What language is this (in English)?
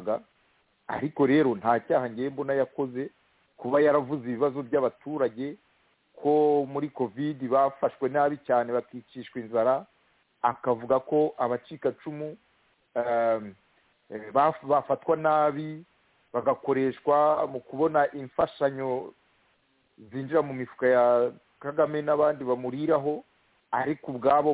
Kinyarwanda